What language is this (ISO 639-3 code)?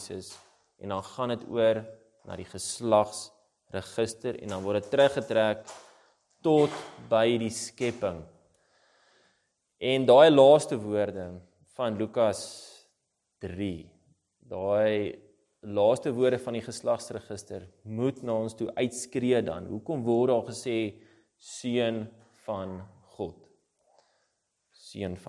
afr